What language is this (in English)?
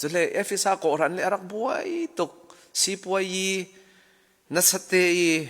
Falam Chin